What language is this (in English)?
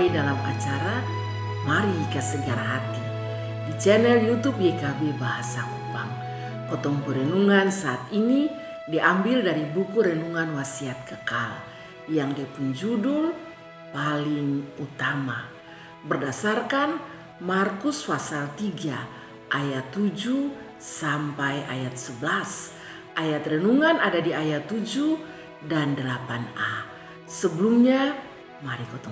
Kupang Malay